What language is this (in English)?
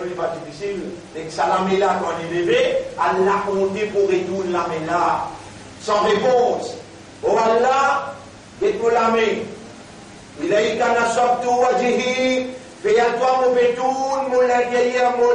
Morisyen